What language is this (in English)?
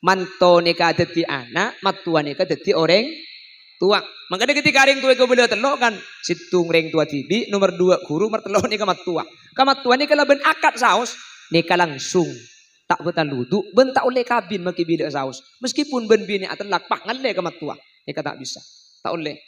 Madurese